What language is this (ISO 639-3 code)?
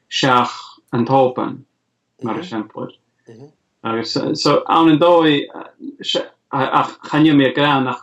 gla